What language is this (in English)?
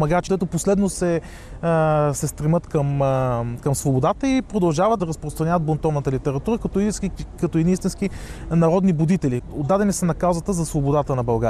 Bulgarian